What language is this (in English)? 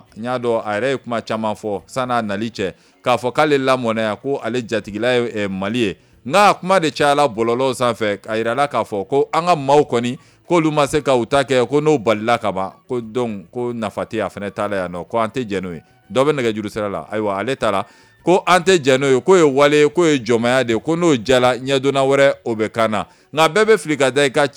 Bambara